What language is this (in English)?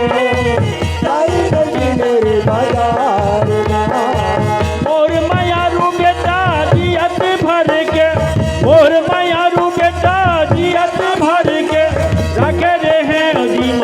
Chhattisgarhi